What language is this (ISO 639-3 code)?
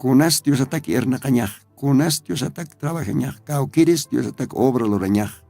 aym